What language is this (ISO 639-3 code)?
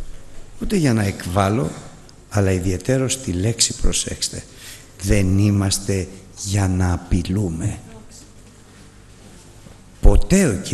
ell